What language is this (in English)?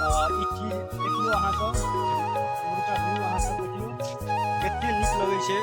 Maithili